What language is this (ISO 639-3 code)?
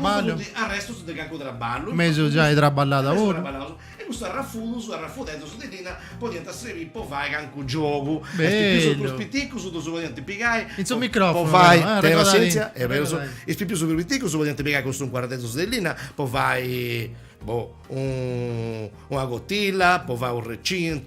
srd